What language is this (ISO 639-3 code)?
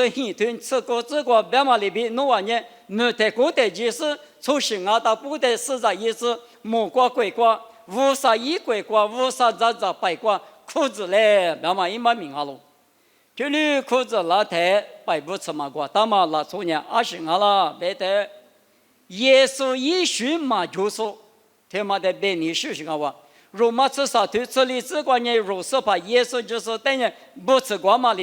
lis